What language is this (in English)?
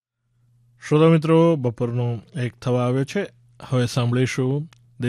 Gujarati